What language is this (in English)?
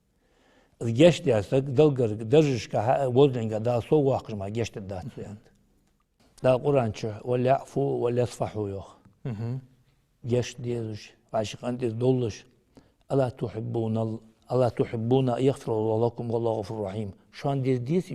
Ingush